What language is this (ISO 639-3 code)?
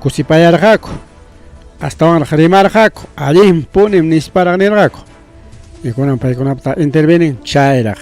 quy